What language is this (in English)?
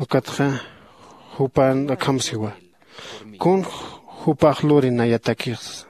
Aymara